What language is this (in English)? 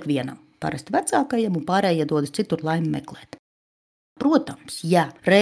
Latvian